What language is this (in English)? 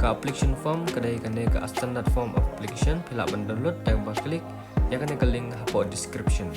Khasi